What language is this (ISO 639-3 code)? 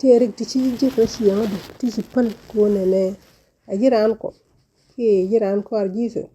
nus